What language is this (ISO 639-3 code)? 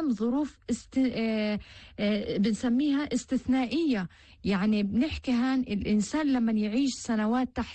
apc